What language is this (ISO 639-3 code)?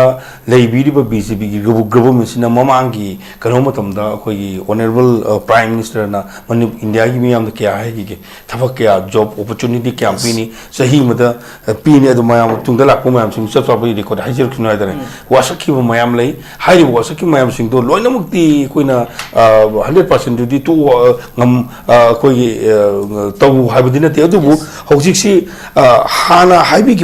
mni